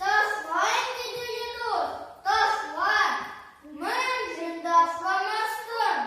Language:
Chuvash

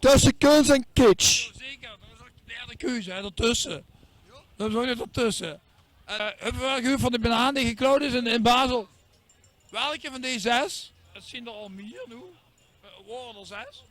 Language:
Limburgish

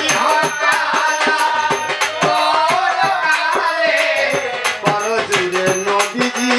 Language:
Sylheti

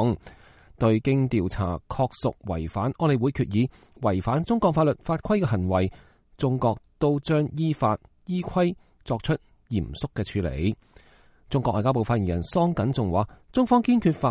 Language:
Cantonese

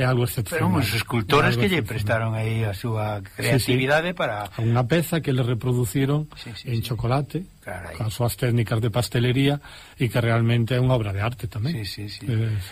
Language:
Galician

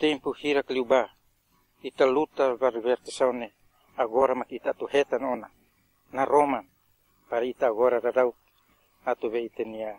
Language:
Tetum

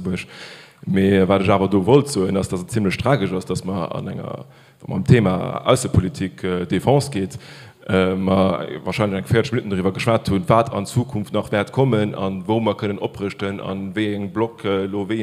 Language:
Luxembourgish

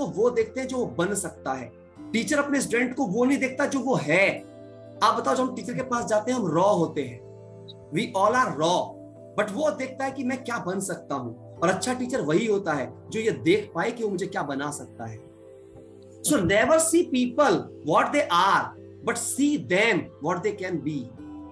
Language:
Hindi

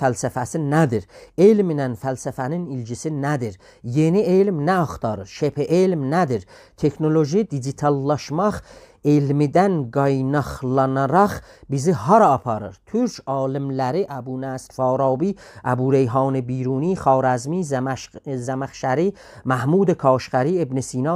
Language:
South Azerbaijani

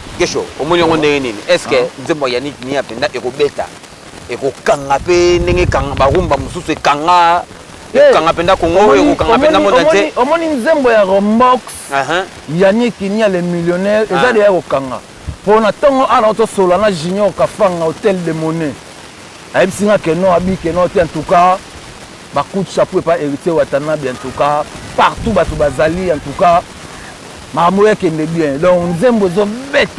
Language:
Lingala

